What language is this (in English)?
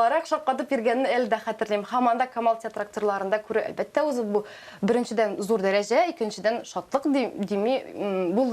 Tatar